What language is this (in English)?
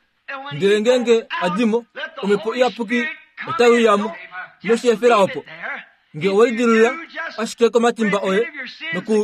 Kuanyama